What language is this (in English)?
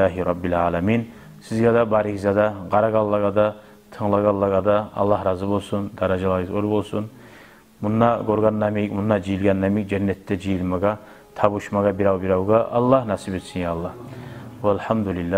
Kumyk